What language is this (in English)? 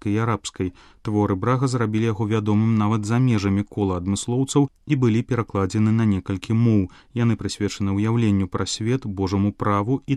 Belarusian